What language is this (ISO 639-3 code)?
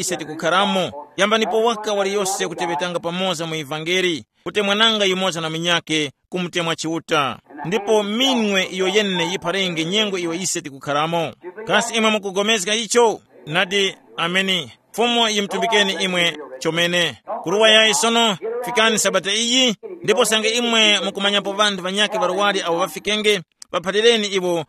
tum